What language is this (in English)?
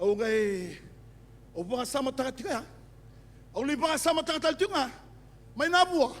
Fijian